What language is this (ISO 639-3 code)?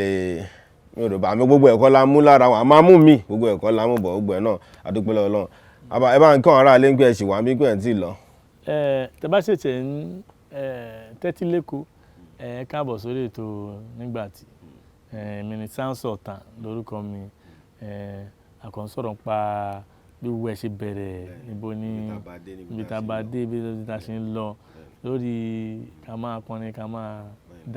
yor